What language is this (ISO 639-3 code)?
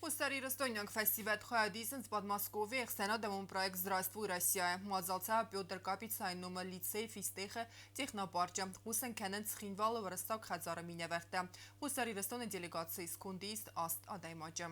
oss